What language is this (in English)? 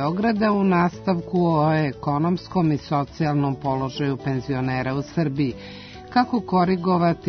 Serbian